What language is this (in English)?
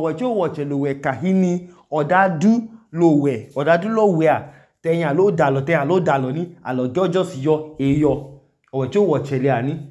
Idoma